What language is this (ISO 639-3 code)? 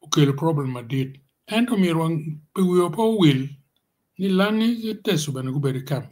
ach